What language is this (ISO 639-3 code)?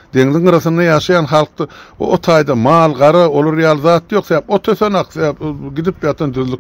tuk